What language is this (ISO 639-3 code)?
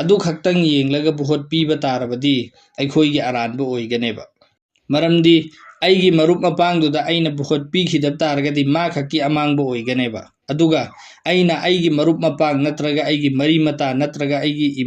mni